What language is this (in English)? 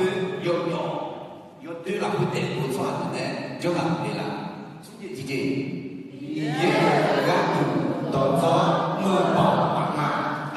Akha